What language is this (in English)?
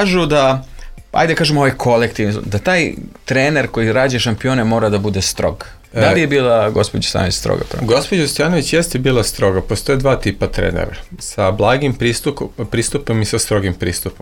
Serbian